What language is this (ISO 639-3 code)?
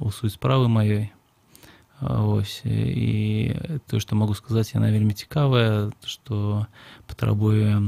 bel